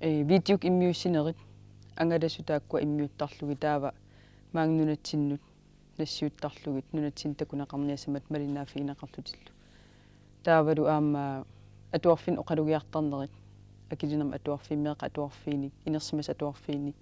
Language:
Kalaallisut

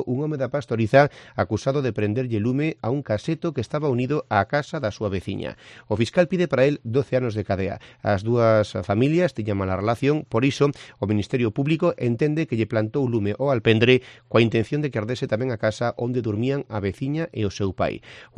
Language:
Galician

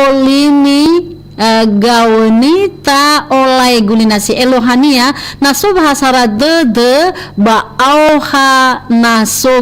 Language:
Nias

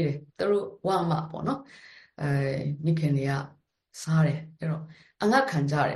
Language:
Burmese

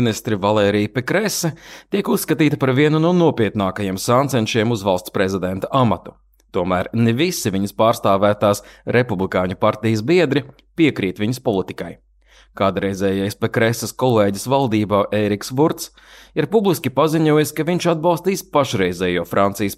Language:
Latvian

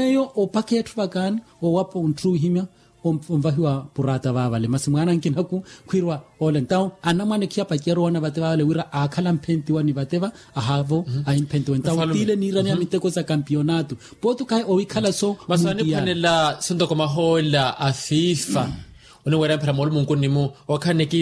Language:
Makhuwa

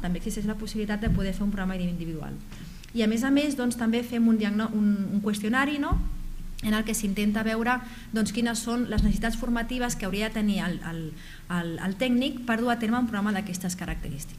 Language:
Catalan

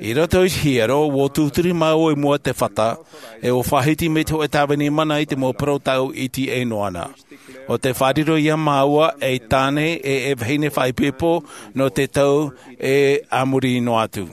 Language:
Tahitian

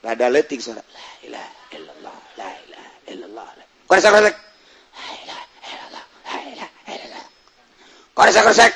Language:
Sundanese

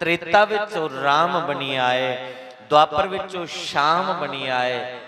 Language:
Dogri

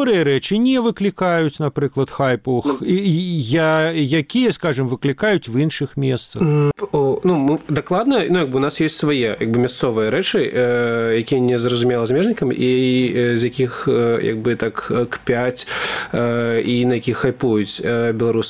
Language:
Belarusian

